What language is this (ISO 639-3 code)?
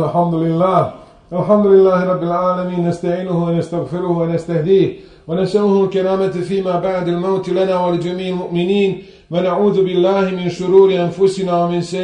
bos